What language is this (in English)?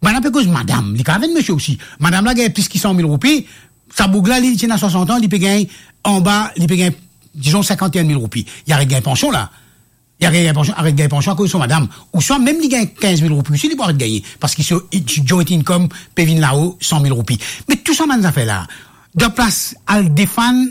Morisyen